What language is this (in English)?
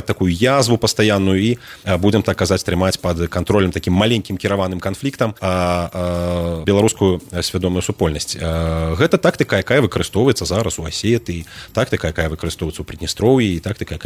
Belarusian